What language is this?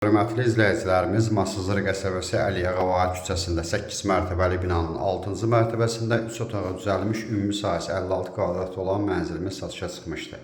Azerbaijani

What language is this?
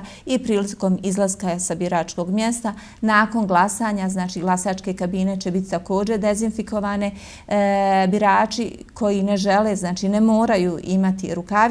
Bosnian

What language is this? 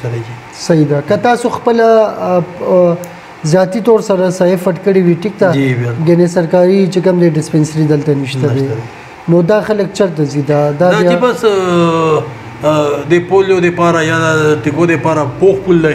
Pashto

